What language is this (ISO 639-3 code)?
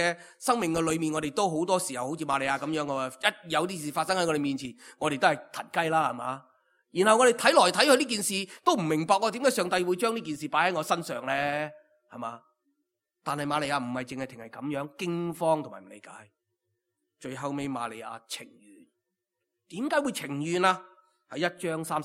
yue